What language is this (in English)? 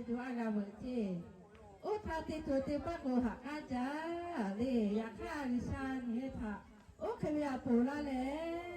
Lahu